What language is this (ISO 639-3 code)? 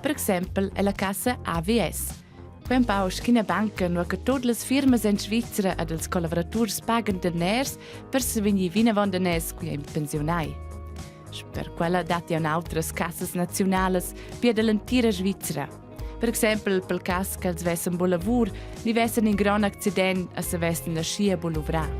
roh